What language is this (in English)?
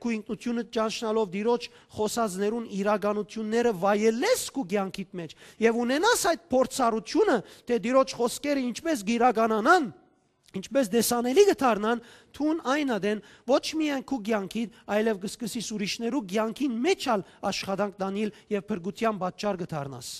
Western Armenian